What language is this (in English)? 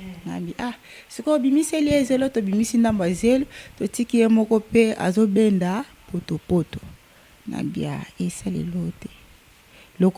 Lingala